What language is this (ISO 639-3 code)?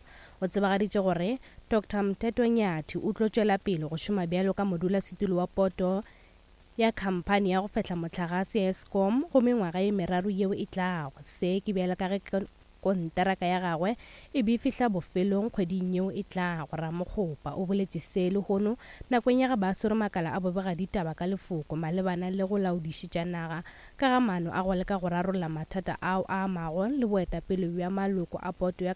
nso